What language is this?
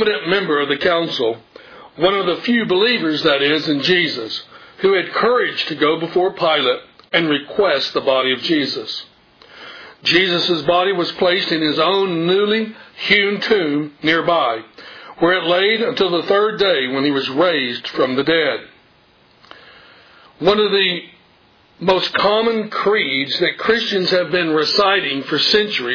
English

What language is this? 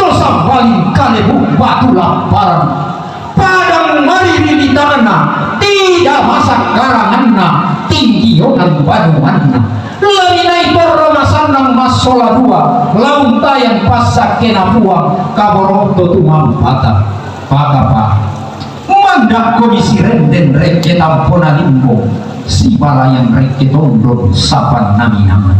Toraja-Sa'dan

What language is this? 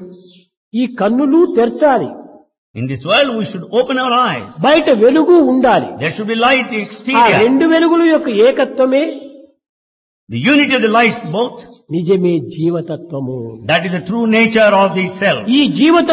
Telugu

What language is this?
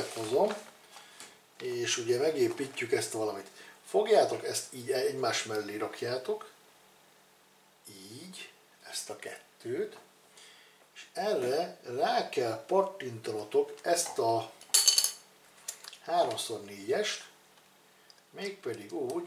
Hungarian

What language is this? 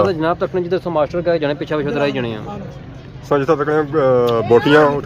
Pahari-Potwari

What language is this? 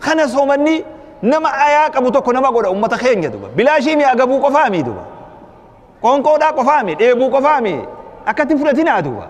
Oromo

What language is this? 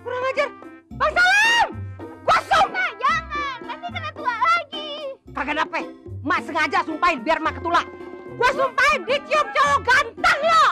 Betawi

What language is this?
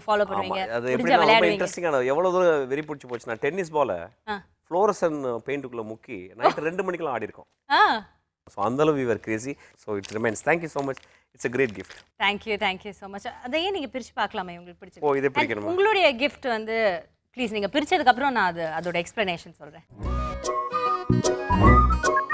Tamil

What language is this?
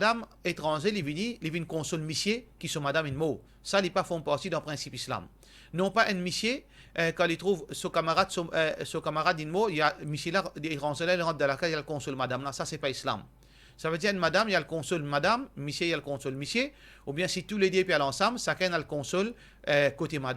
Morisyen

